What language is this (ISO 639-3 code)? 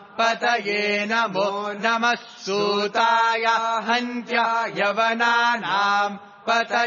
san